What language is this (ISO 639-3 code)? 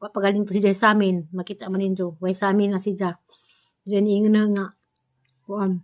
ceb